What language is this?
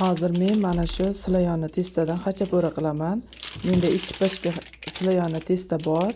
Uzbek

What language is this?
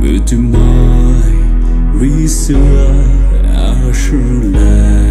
Poumei Naga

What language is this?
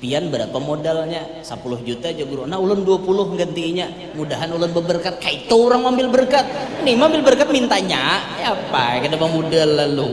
Banjar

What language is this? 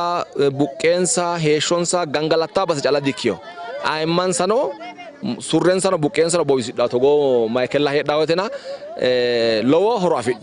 Sidamo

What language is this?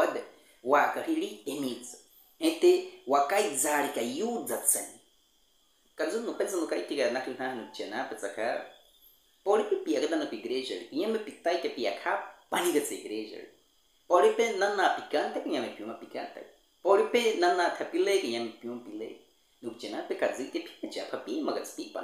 Baniwa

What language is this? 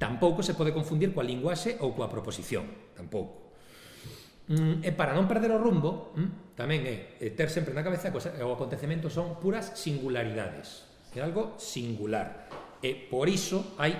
Galician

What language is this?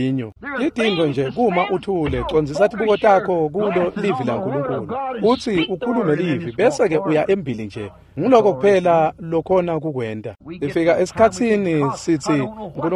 Swati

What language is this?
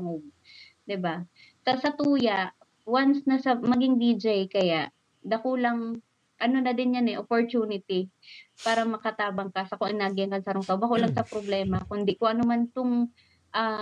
Bikol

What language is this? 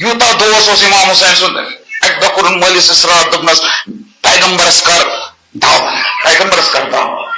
Kashmiri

